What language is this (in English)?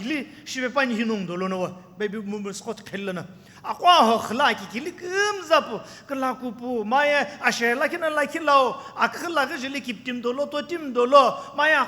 Sumi Naga